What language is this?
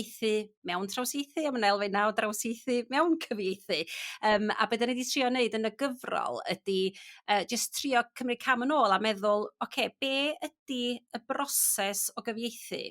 Welsh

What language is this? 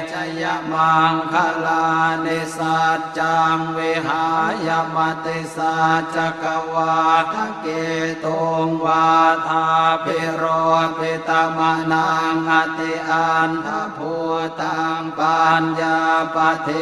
Pali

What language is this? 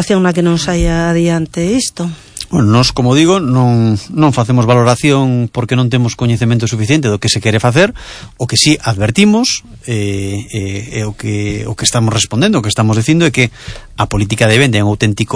Galician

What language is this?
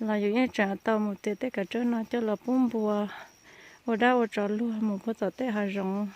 Hmong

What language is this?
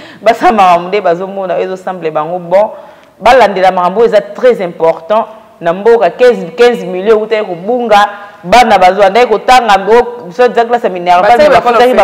Lingala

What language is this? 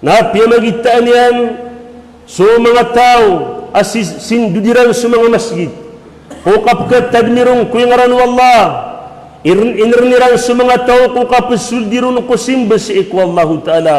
Maranao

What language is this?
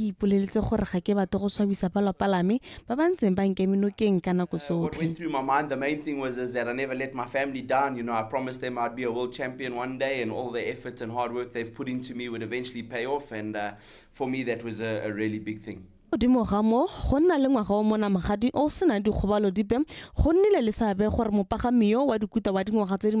Tswana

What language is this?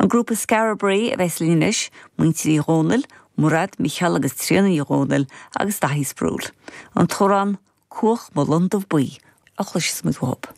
Irish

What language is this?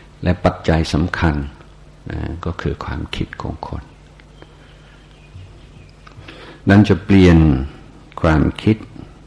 Thai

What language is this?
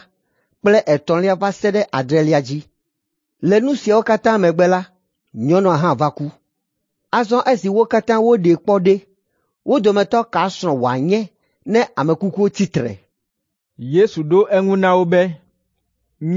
Ewe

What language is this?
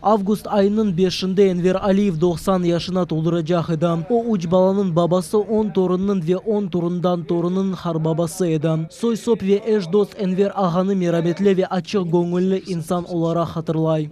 Crimean Tatar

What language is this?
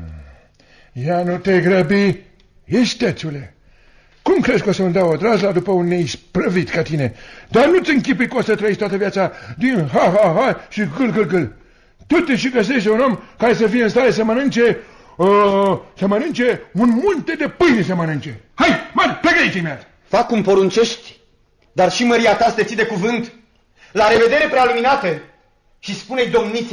Romanian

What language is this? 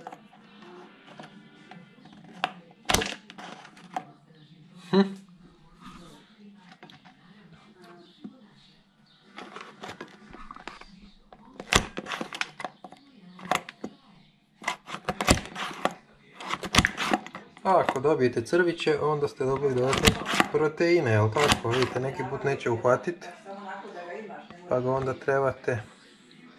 Croatian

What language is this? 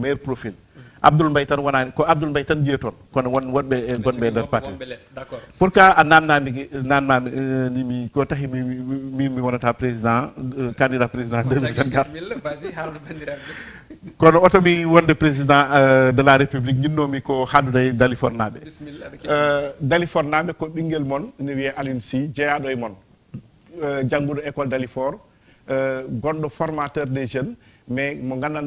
Fula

